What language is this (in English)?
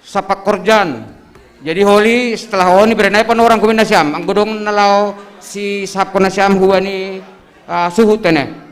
Batak Simalungun